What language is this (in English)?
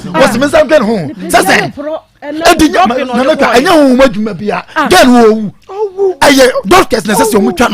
Akan